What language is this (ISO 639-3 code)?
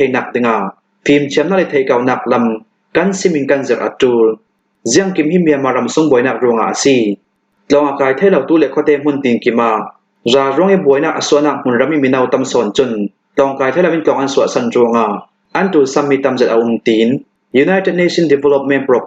cnh